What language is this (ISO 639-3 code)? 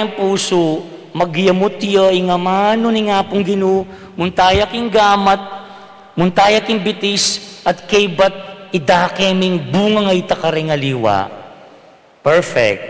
pam